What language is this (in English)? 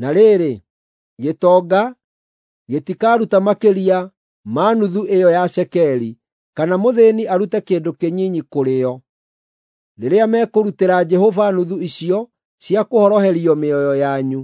Kikuyu